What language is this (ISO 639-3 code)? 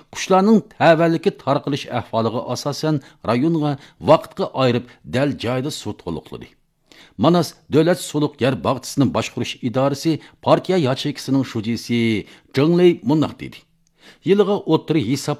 uig